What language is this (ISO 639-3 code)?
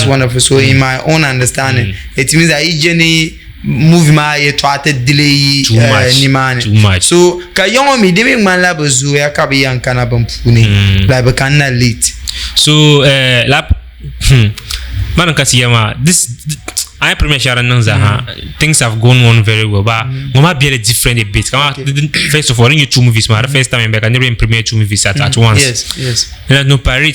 dag